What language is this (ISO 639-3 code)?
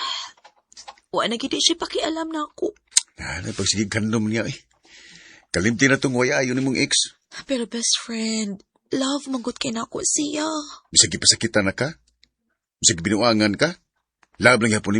ceb